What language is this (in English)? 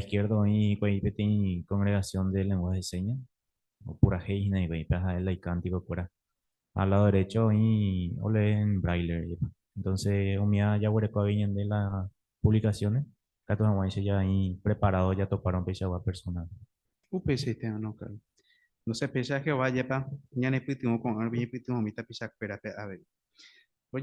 Guarani